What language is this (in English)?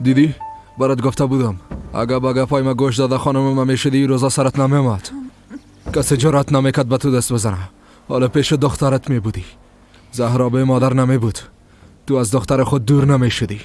Persian